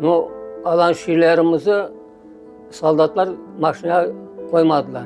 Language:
Crimean Tatar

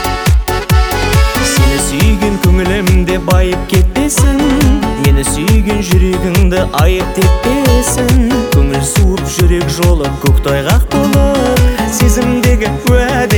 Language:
Kazakh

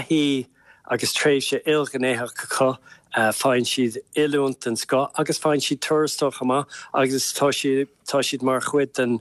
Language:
Irish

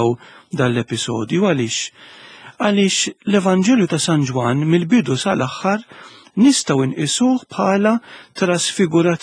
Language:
Maltese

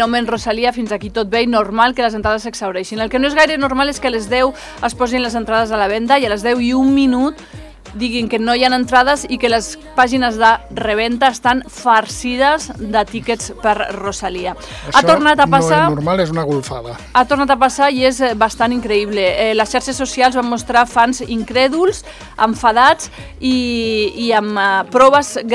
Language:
Catalan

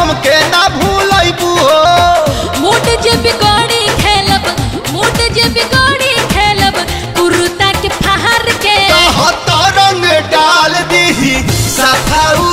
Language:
Bhojpuri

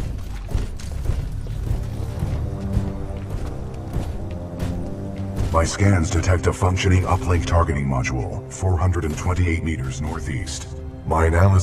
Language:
English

